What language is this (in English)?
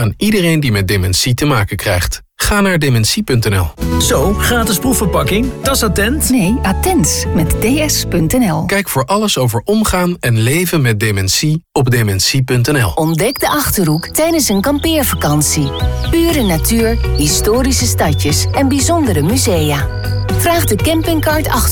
Dutch